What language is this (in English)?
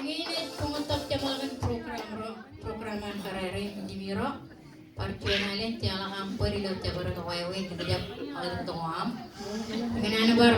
Marshallese